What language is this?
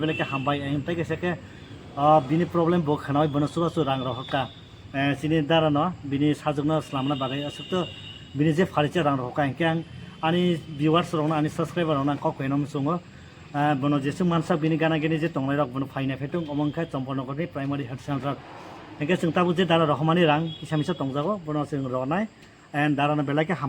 Kok Borok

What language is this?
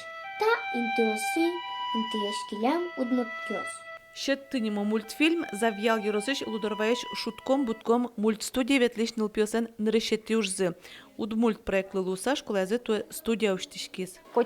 Udmurt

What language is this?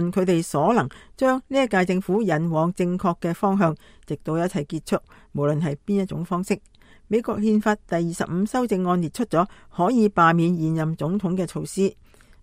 Cantonese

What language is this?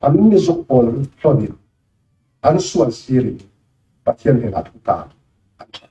Falam Chin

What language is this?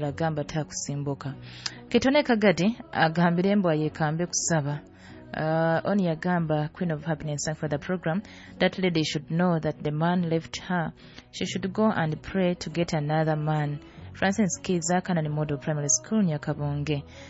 Nyoro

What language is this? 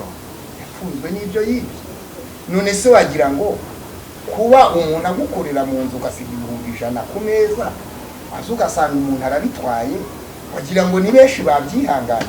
Kinyarwanda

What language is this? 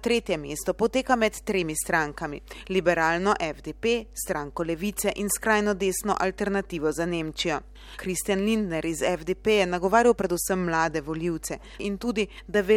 Slovenian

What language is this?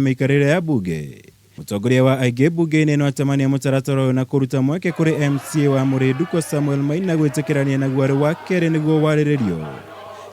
Kikuyu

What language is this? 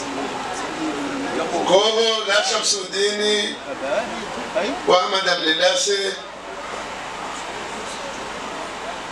Swahili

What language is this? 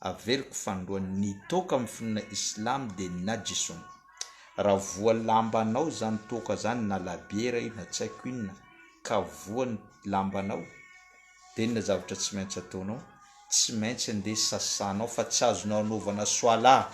Malagasy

